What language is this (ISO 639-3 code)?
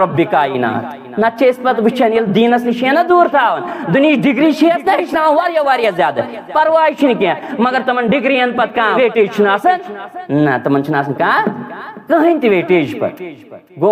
kas